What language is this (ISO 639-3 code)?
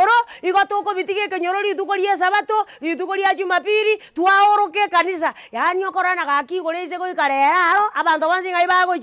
guz